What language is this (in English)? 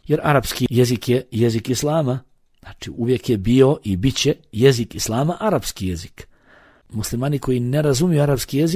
Bosnian